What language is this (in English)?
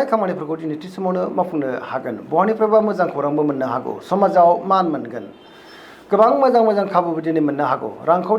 Bodo